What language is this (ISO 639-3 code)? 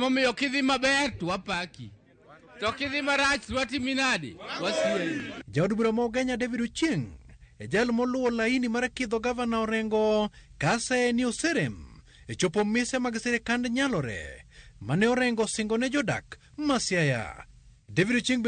luo